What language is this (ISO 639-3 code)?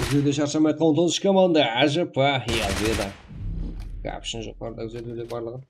kaa